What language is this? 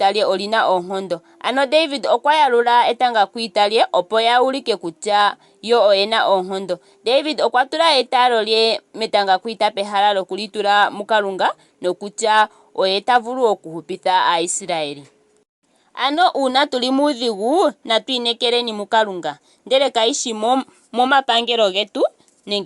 Ndonga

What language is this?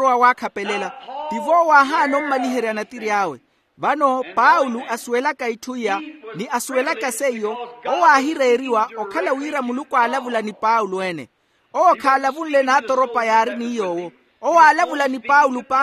Makhuwa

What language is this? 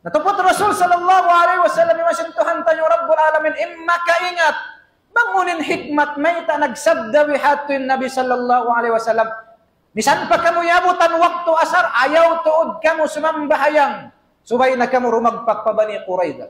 Tausug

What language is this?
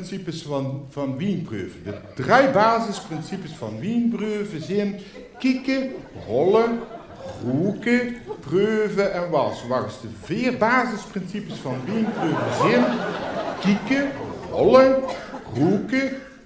Limburgish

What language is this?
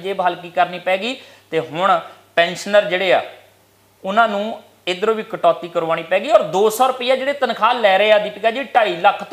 Punjabi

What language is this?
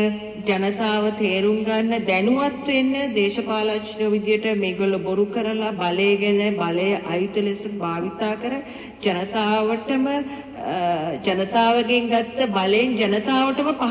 Sinhala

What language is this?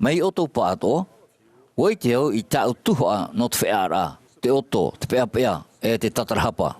Tahitian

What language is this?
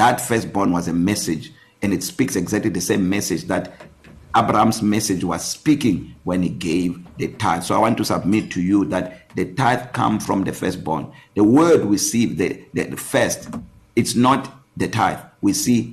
English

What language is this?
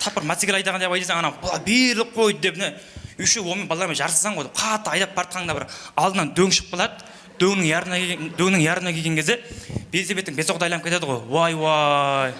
Kara-Kalpak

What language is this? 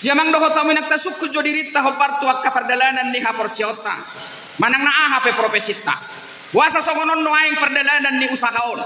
Batak Toba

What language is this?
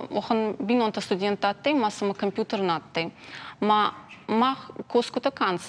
Ossetic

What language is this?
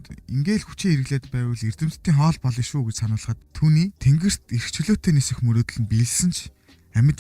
Mongolian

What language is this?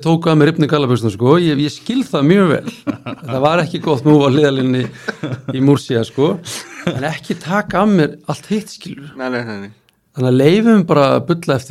Icelandic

